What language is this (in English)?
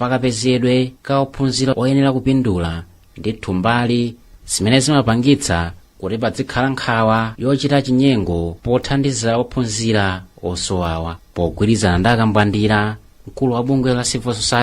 Nyanja